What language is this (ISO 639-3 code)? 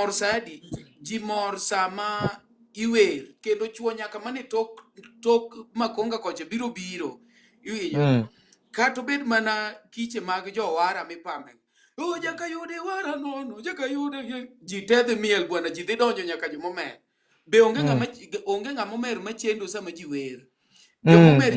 luo